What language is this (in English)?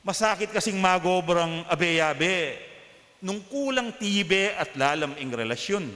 Pampanga